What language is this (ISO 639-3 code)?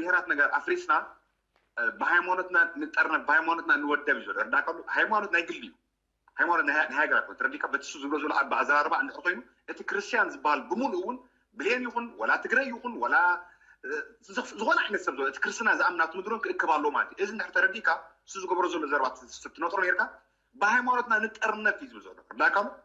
tir